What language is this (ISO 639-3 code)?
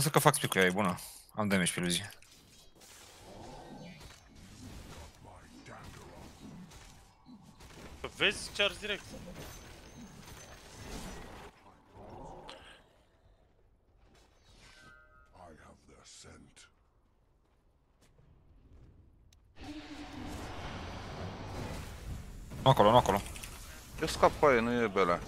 ron